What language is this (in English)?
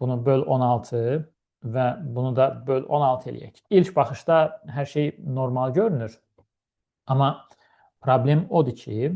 Azerbaijani